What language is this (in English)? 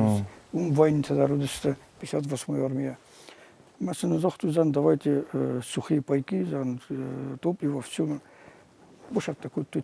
Ossetic